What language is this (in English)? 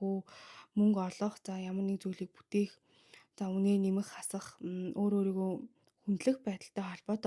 Mongolian